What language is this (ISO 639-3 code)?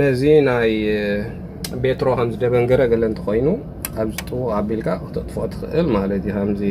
tir